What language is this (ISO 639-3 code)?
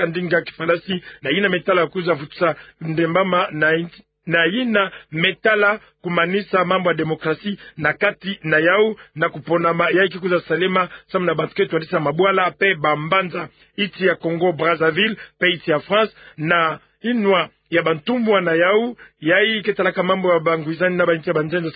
ktu